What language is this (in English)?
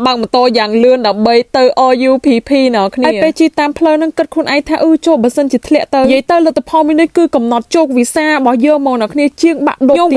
Khmer